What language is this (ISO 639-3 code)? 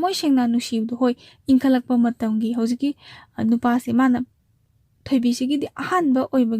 mni